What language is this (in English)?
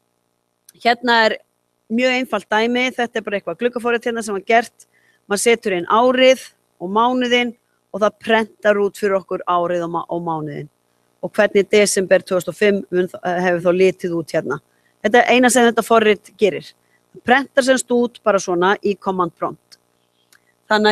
Icelandic